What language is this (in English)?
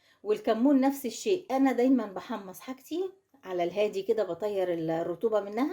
Egyptian Arabic